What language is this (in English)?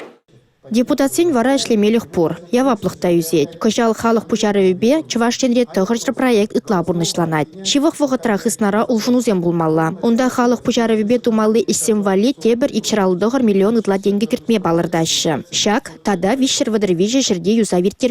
Chuvash